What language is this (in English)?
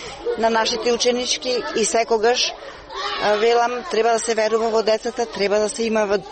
Macedonian